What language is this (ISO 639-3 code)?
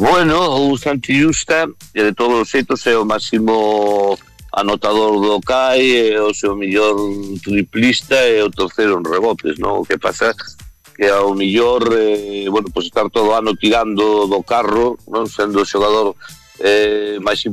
glg